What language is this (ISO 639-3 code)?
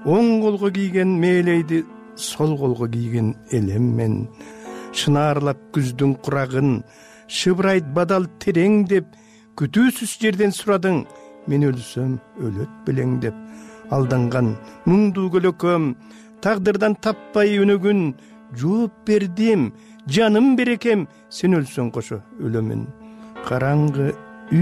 kir